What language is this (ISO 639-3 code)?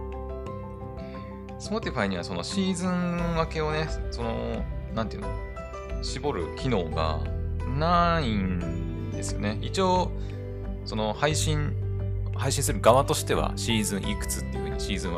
jpn